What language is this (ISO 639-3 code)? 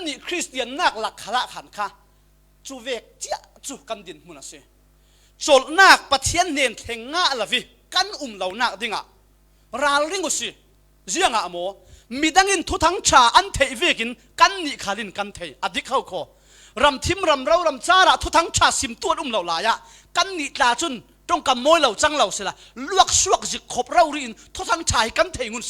cfm